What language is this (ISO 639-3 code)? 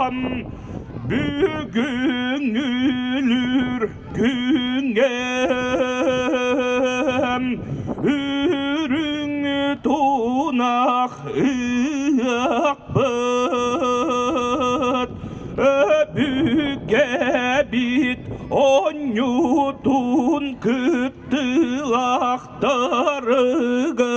sah